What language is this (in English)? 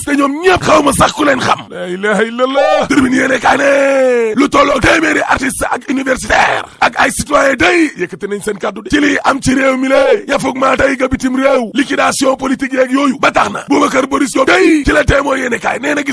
Wolof